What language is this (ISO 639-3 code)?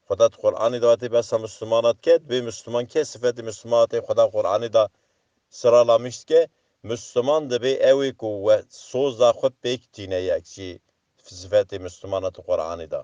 kur